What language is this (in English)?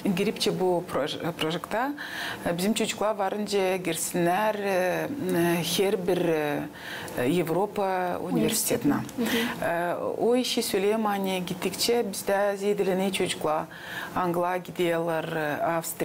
Gagauz